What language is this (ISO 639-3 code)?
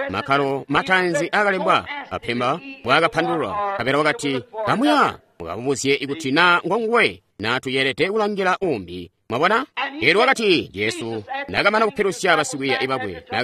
toi